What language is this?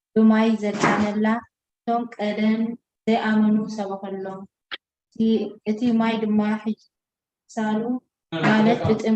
Tigrinya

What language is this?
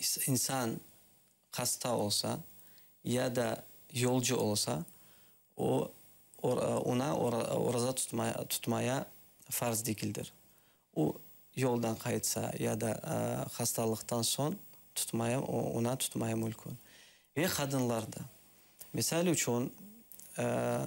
Crimean Tatar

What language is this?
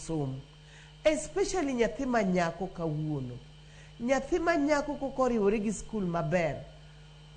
Luo (Kenya and Tanzania)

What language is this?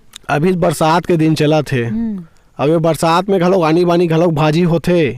Chhattisgarhi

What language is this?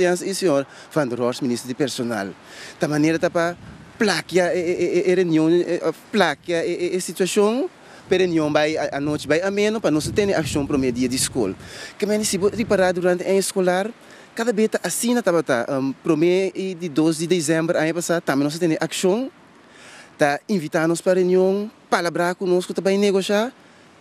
Papiamento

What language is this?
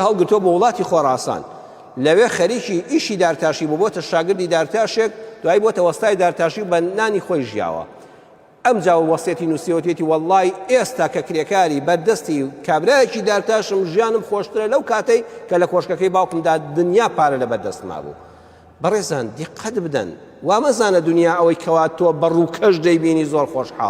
Central Kurdish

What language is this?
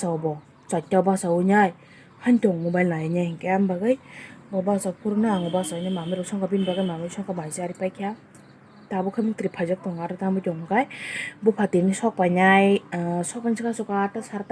Kok Borok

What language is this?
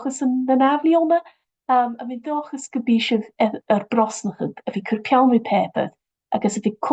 Scottish Gaelic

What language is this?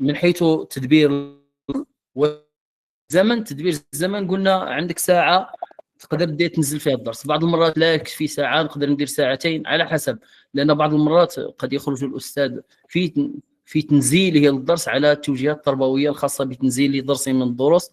Moroccan Arabic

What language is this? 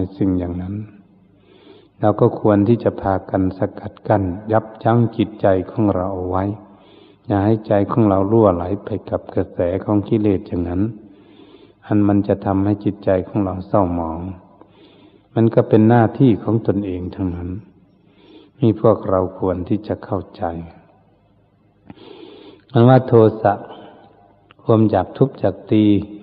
Thai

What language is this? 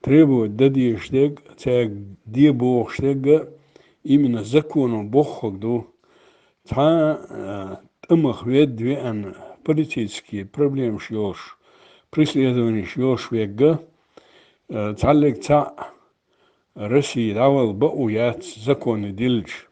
Chechen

